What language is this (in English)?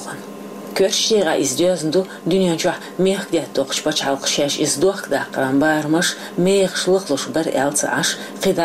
Chechen